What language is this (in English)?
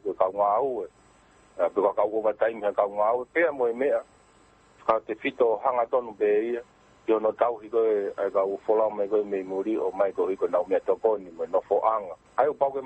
Tongan